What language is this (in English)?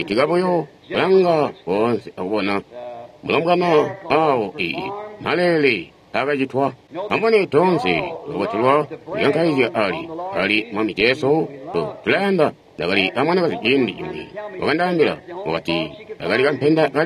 Tonga (Zambia)